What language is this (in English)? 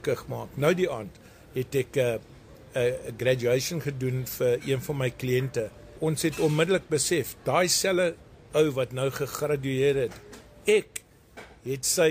Afrikaans